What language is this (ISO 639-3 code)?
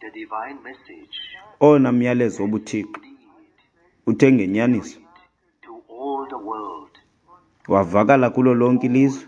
xho